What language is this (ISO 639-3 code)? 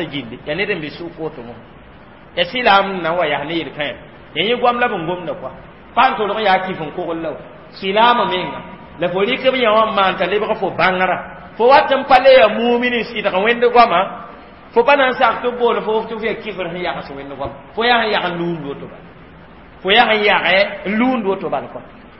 mos